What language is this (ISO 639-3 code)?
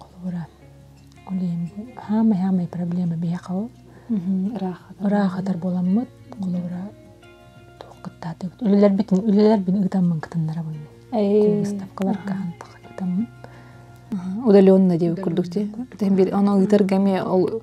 sah